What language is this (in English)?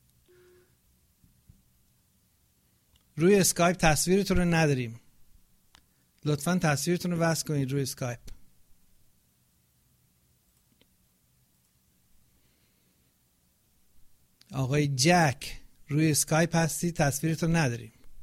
Persian